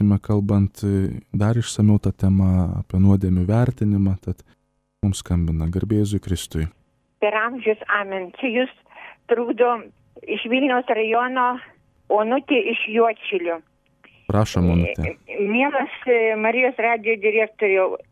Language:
Lithuanian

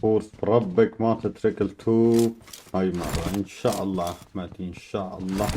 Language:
Kurdish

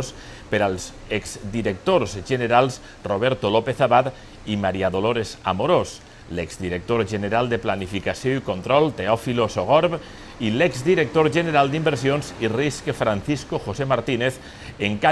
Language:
Catalan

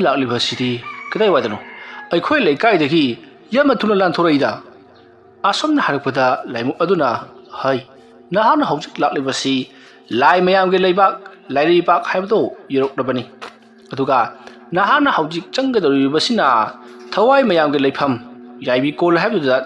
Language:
Manipuri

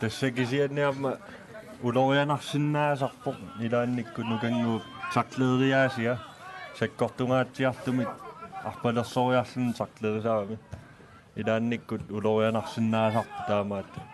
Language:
Kalaallisut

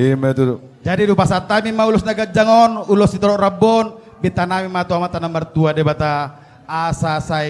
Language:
Batak Toba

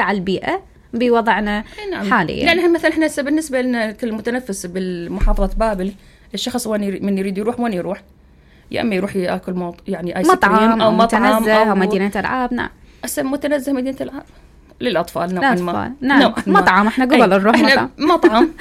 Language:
Mesopotamian Arabic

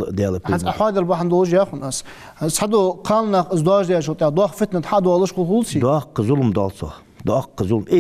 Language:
Ingush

